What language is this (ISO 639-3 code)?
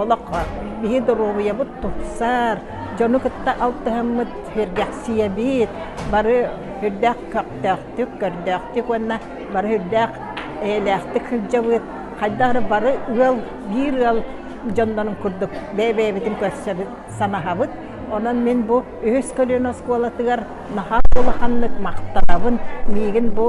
sah